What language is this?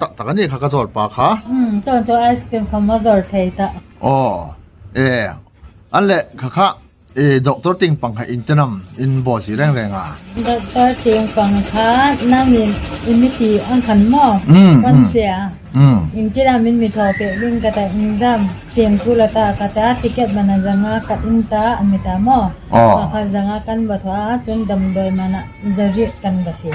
Hmar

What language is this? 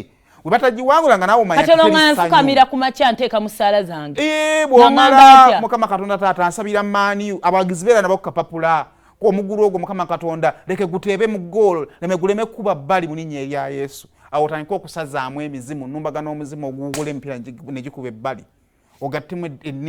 Ganda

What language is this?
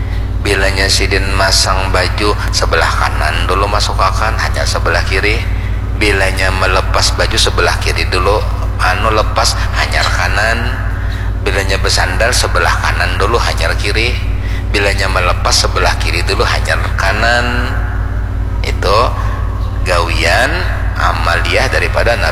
Banjar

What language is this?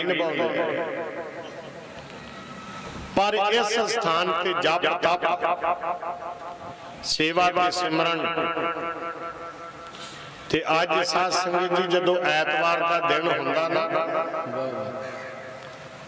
Punjabi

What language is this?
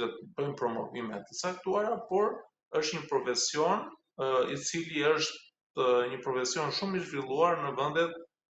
Albanian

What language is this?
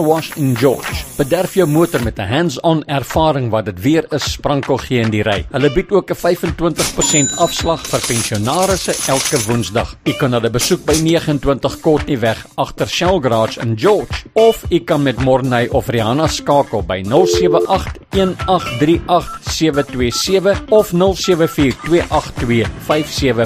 Afrikaans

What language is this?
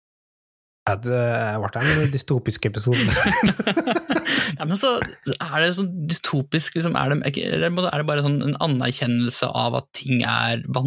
Norwegian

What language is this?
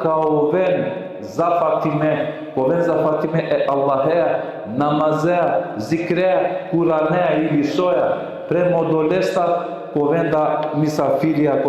Balkan Romani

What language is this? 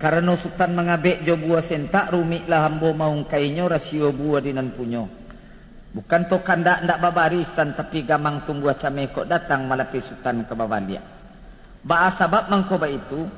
Minangkabau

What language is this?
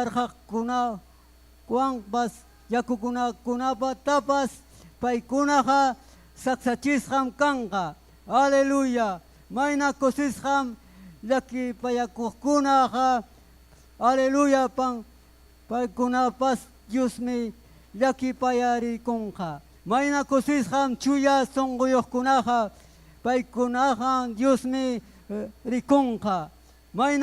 Ayacucho Quechua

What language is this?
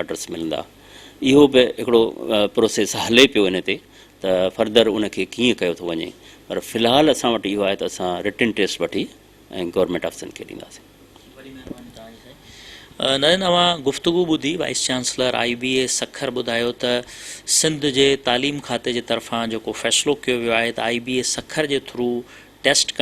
Sindhi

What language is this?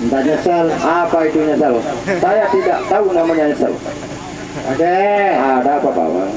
Sasak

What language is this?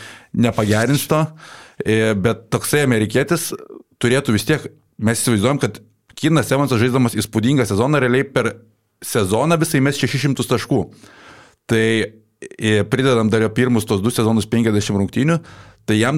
Lithuanian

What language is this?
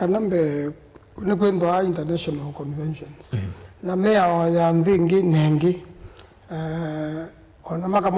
Kamba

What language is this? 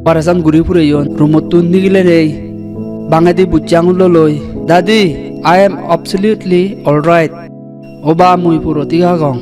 Chakma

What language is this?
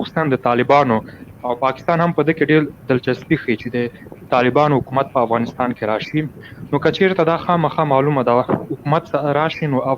Pashto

